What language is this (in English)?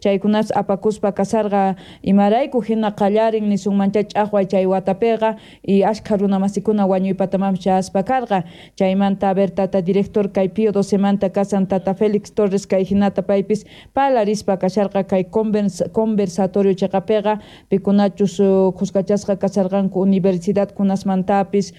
South Bolivian Quechua